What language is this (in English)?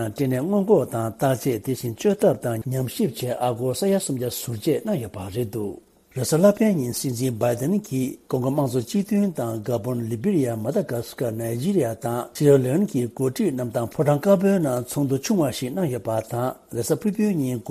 Tibetan